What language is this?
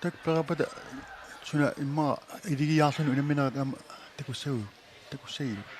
Kalaallisut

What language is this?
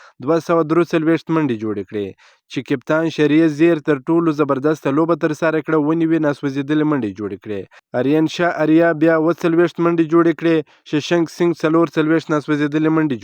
Pashto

